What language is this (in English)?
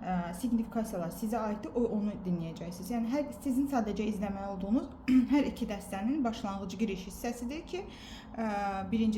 Azerbaijani